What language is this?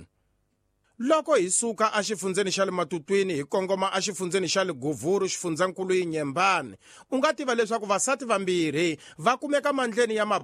Tsonga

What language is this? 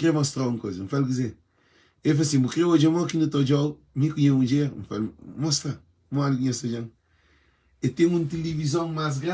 Kabuverdianu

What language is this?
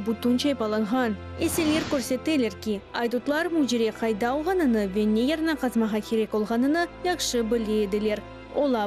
Crimean Tatar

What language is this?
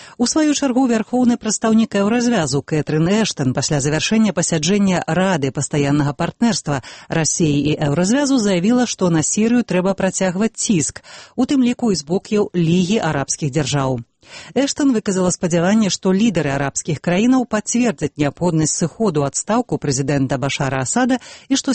Belarusian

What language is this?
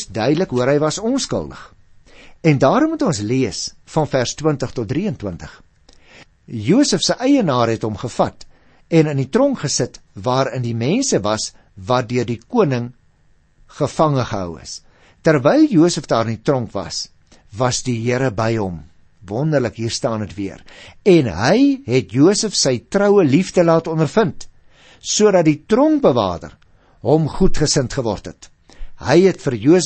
Afrikaans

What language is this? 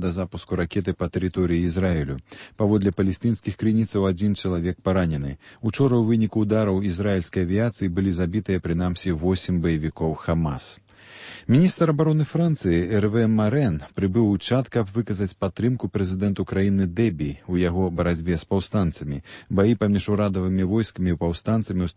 Belarusian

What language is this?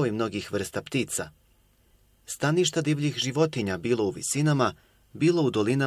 Bosnian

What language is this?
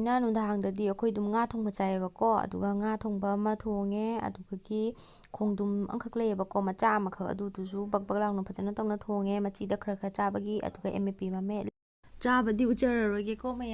Manipuri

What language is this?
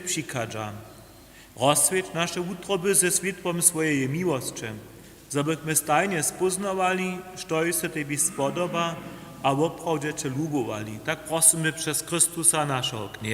Upper Sorbian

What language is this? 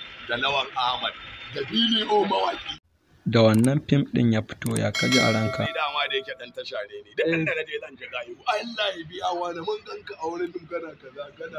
Hausa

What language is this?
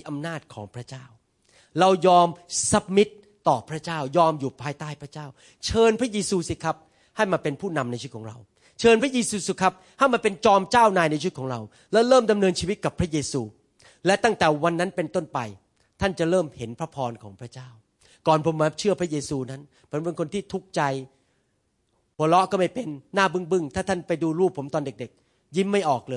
Thai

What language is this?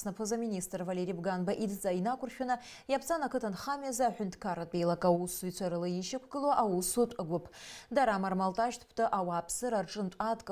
Abkhazian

